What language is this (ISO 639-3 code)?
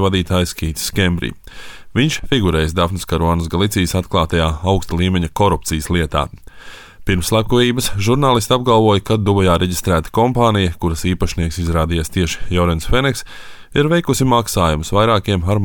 lav